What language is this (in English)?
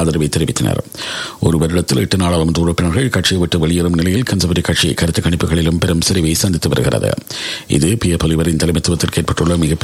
Tamil